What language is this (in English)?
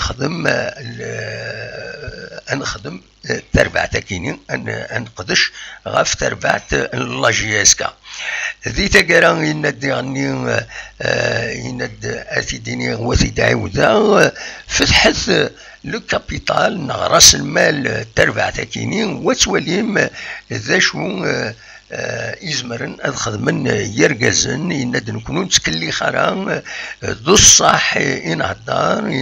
Kabyle